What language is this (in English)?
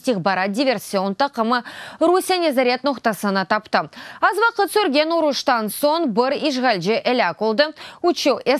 Crimean Tatar